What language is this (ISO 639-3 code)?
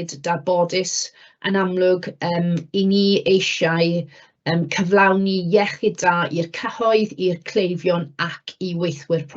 cym